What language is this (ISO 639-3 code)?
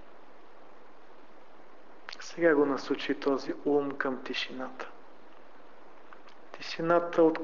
bul